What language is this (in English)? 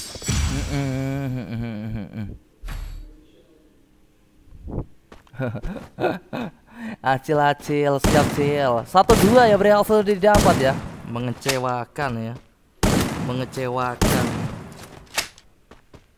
Indonesian